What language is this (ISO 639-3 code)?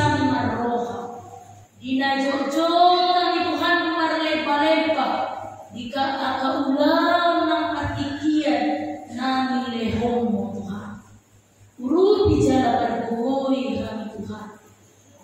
bbc